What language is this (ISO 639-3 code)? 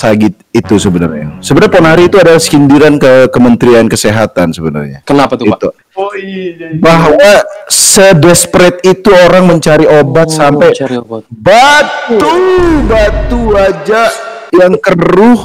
ind